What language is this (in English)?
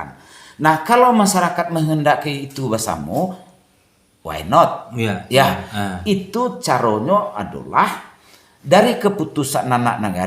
Minangkabau